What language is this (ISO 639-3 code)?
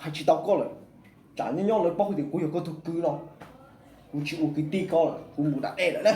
hmn